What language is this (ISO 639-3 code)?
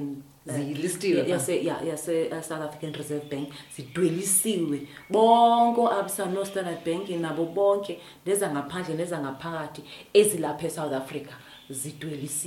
xho